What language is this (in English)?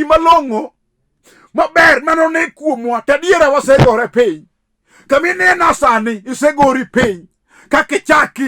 Luo (Kenya and Tanzania)